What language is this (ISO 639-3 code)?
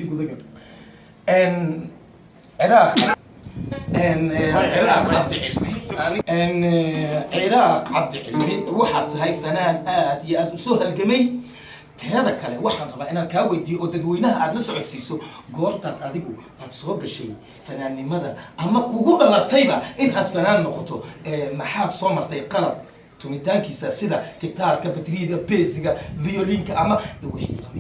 som